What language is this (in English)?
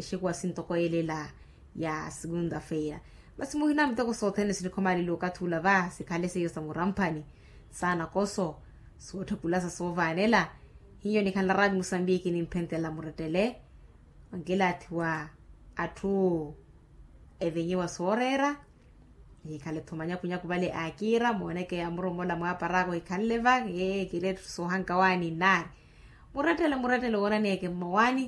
Makhuwa